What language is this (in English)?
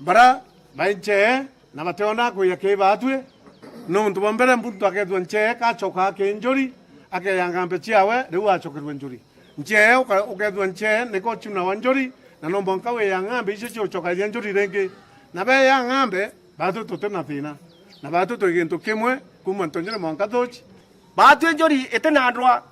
Meru